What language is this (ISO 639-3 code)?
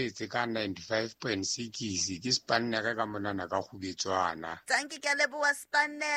sot